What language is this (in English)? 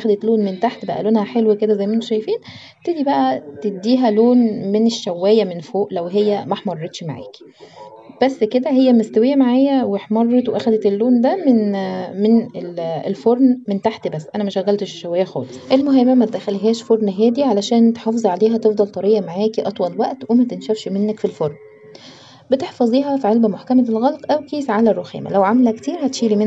Egyptian Arabic